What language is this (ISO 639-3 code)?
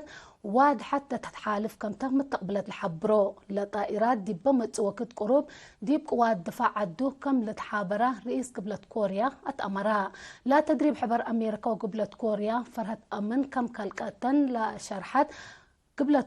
tig